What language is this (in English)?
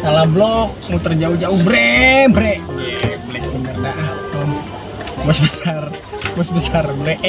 Betawi